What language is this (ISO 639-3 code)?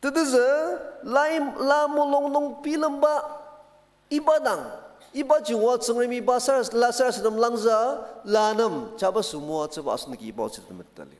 njo